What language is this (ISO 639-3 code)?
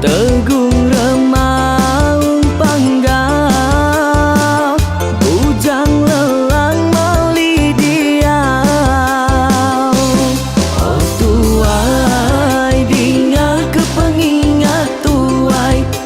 iba